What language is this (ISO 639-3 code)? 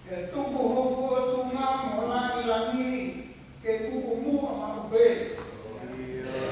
ton